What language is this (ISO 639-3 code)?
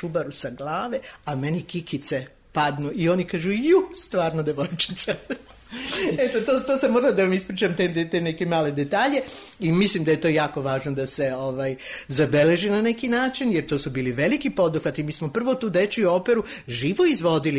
srp